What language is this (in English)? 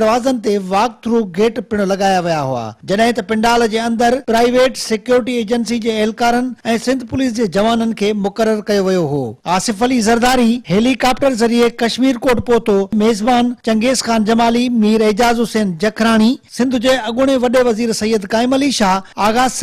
Sindhi